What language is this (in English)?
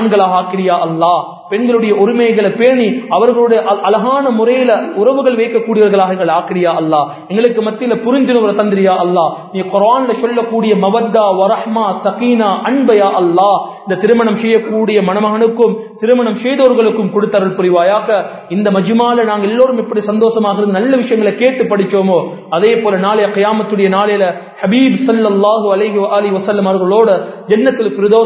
Tamil